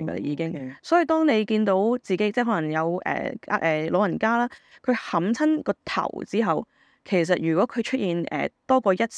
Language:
Cantonese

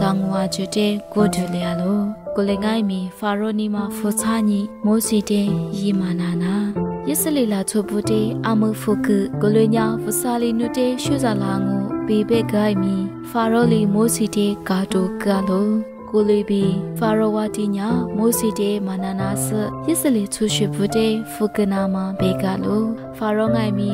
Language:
Lisu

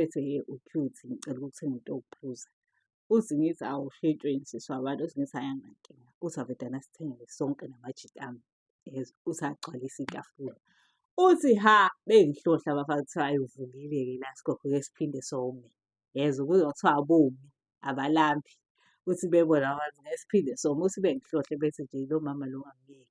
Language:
Zulu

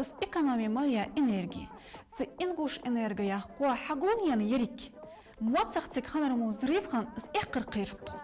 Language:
Ingush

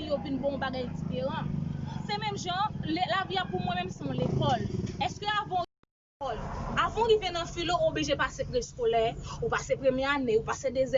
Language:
Haitian Creole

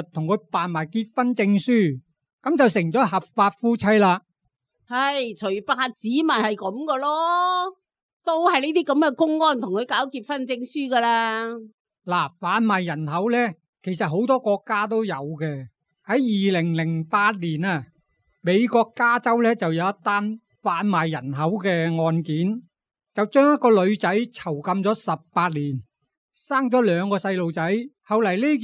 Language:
Cantonese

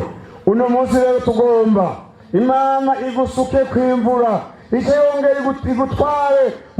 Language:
Rundi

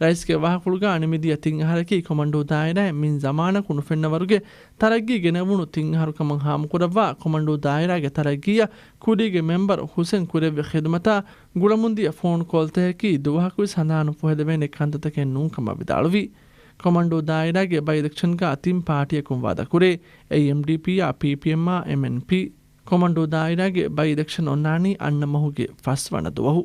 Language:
Divehi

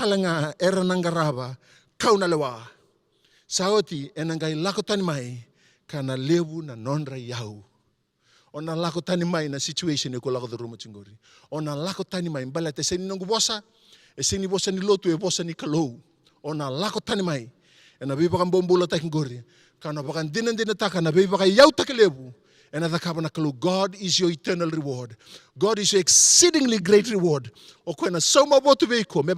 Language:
Fijian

